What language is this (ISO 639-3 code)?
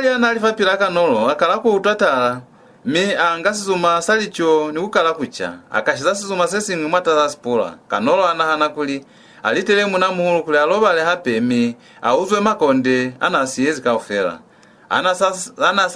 loz